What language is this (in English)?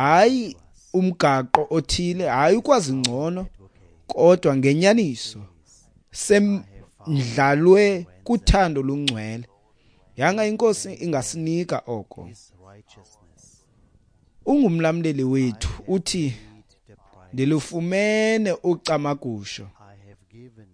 Xhosa